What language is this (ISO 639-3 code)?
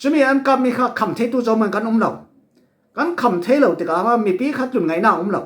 cfm